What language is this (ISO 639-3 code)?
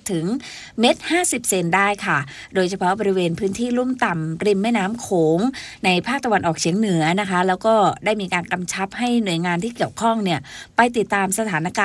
tha